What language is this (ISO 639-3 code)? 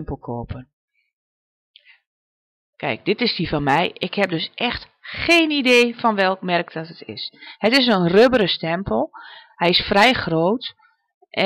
nld